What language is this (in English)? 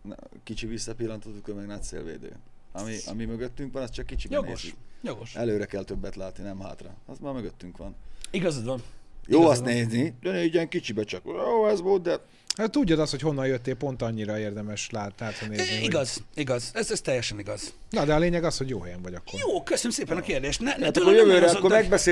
Hungarian